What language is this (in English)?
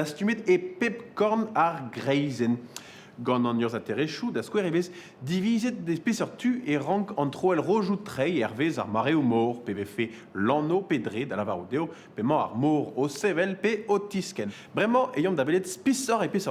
Breton